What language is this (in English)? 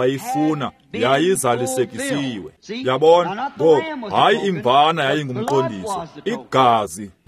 Xhosa